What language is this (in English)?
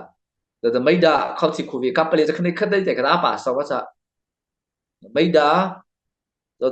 Mara Chin